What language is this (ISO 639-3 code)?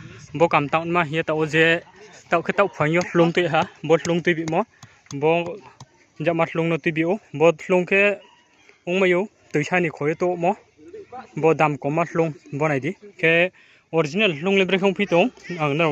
ria